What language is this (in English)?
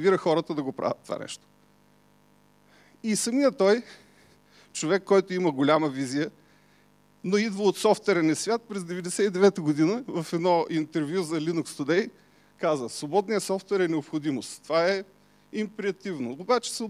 Bulgarian